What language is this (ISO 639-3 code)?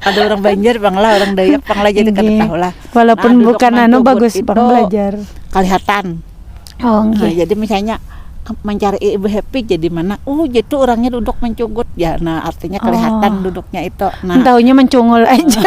bjn